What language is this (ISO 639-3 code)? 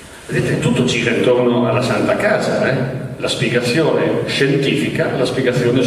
ita